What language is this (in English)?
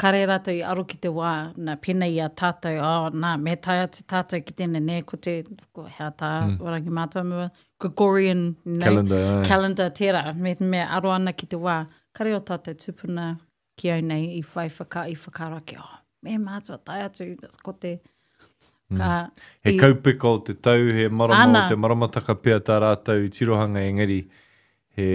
Māori